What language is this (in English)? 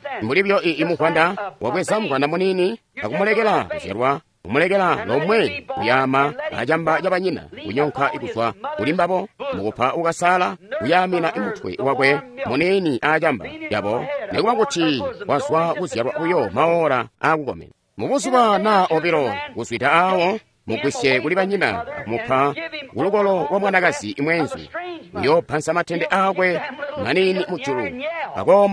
Tonga (Zambia)